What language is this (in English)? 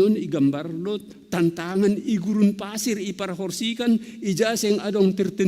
Batak Simalungun